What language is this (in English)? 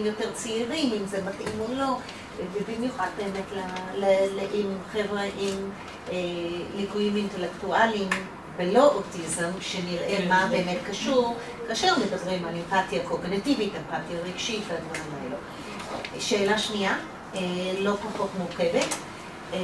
Hebrew